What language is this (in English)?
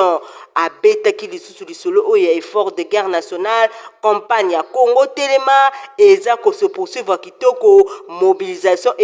Lingala